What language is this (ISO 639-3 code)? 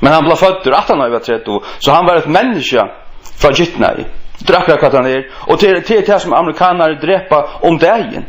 fao